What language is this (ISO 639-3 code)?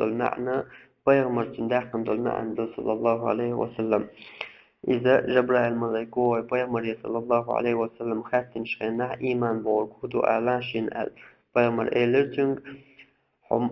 che